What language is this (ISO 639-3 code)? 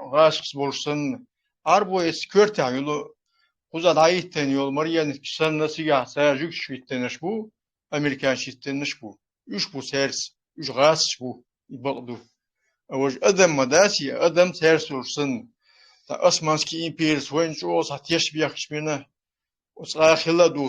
che